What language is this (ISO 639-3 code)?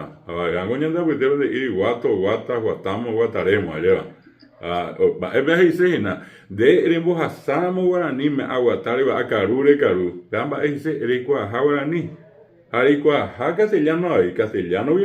grn